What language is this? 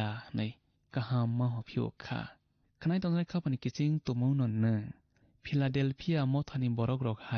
Kok Borok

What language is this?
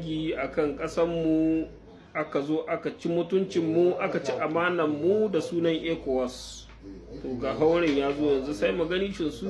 Hausa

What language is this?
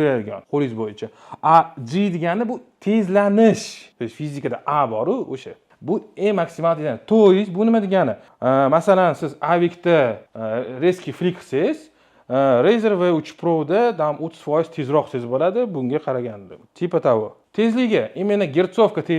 Uzbek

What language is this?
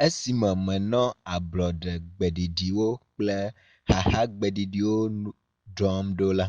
Ewe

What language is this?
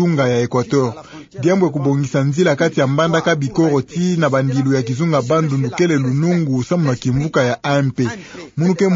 Kituba (Democratic Republic of Congo)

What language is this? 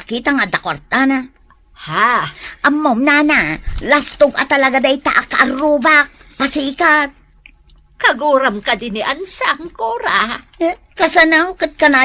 Iloko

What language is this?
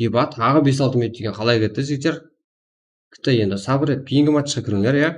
Kara-Kalpak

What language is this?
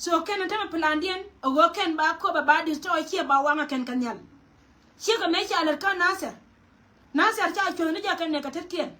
Nuer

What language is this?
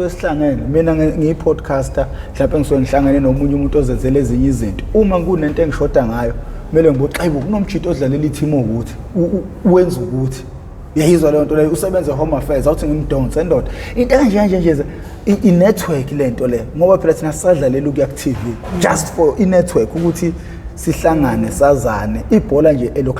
Zulu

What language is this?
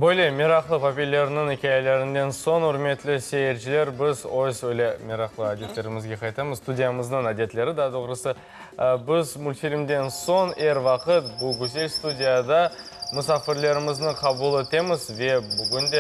Crimean Tatar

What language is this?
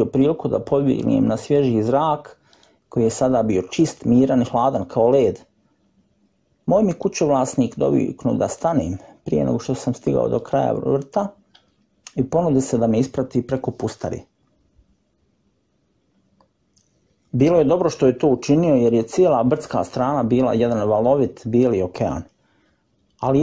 Croatian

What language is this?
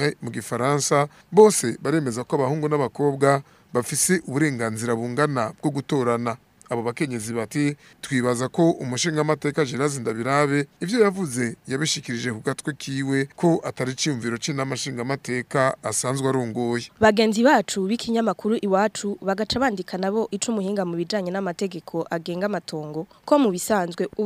Rundi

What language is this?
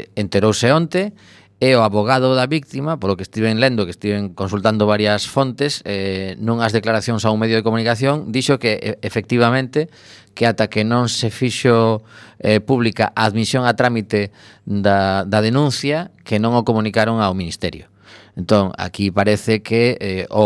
Galician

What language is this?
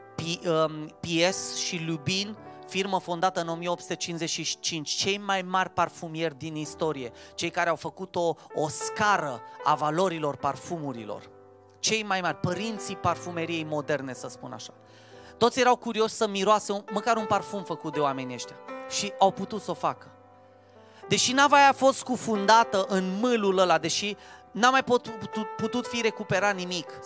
Romanian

